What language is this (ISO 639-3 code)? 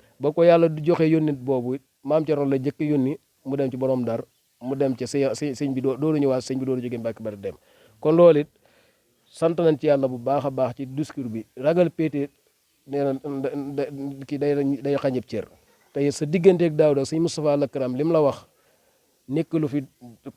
wol